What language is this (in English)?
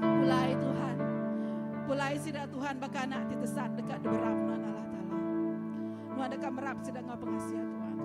Iban